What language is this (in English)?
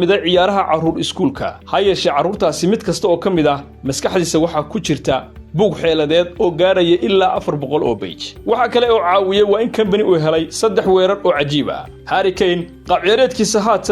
Somali